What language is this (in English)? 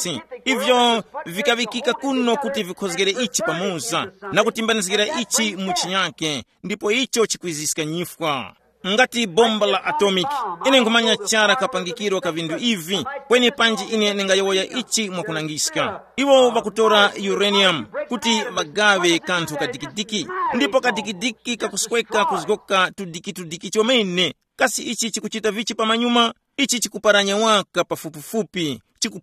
Tumbuka